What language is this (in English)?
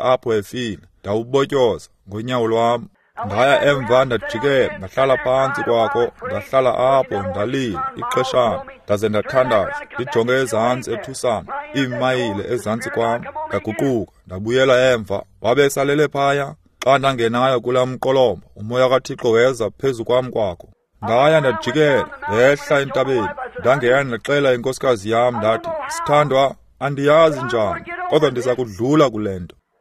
Xhosa